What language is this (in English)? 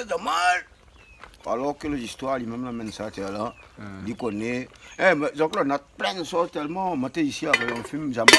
Réunion Creole French